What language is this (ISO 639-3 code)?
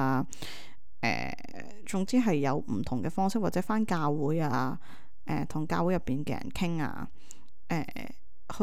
yue